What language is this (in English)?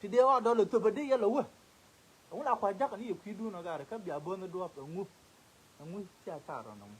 Nuer